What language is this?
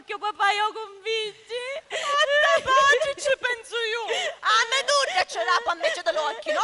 Sicilian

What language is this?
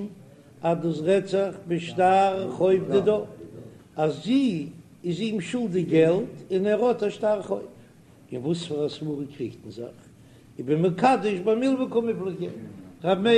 Yiddish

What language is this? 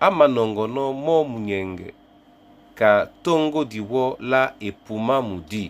Duala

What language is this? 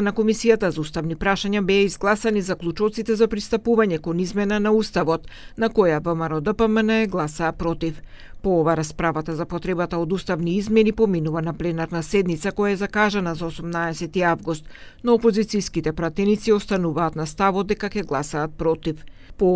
Macedonian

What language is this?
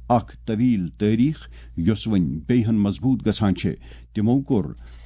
Kashmiri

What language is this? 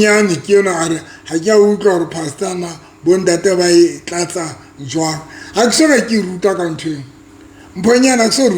Southern Sotho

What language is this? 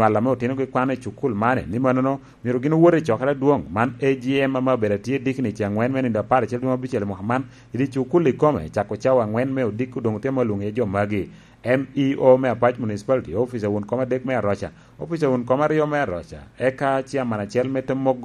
Lango (Uganda)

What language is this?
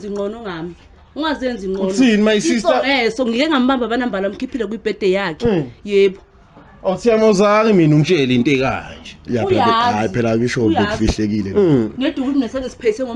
Zulu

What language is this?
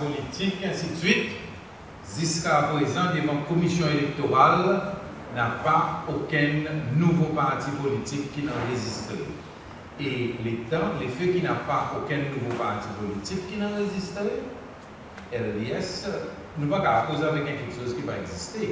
Seselwa Creole French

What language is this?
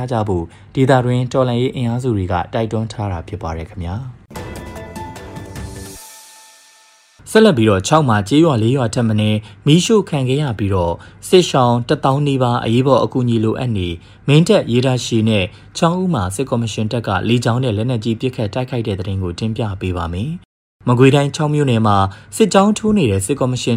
Burmese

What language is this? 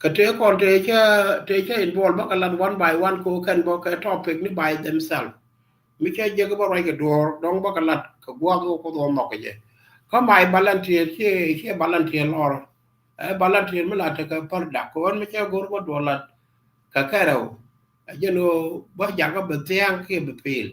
Nuer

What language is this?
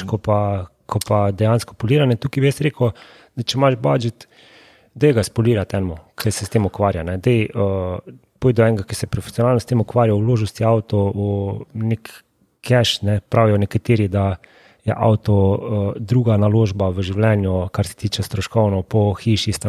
Slovenian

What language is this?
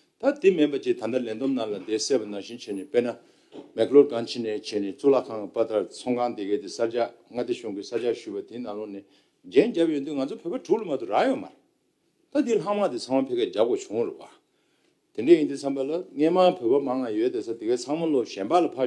Tibetan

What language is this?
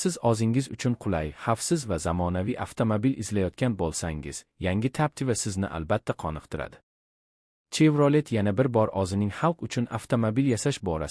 Uzbek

